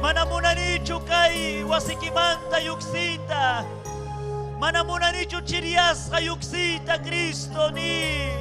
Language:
Ayacucho Quechua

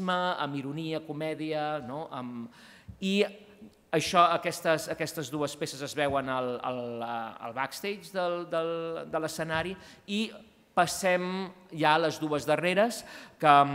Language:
Catalan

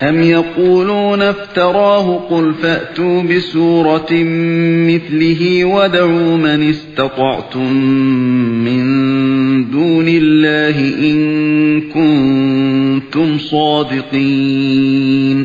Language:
Uyghur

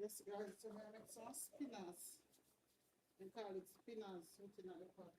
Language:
Jamaican Creole English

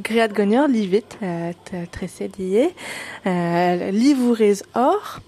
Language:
Breton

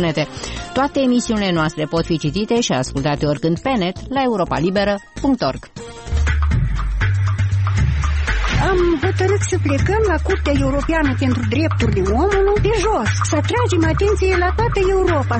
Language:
Romanian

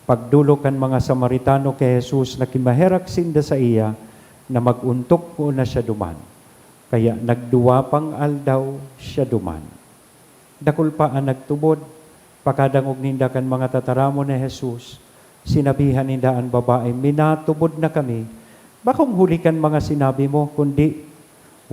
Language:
Bikol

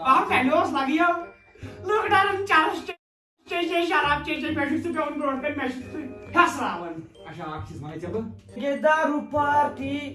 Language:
Kashmiri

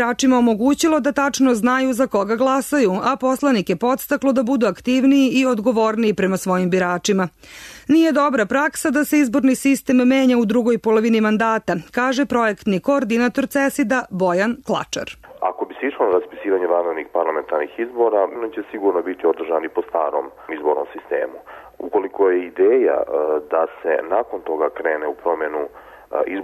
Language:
Serbian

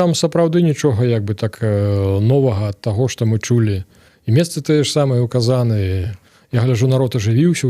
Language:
Belarusian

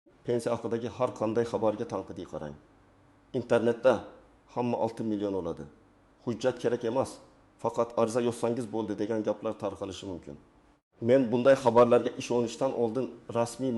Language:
Uzbek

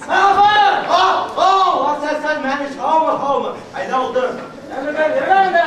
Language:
Bashkir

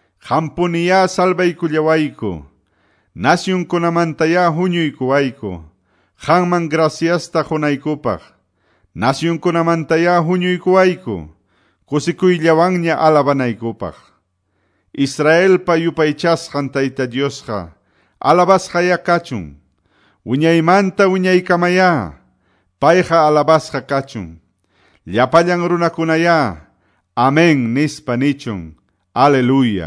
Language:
Quechua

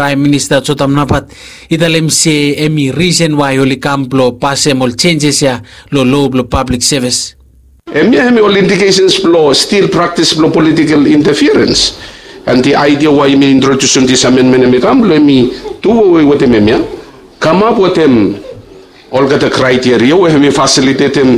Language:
Bislama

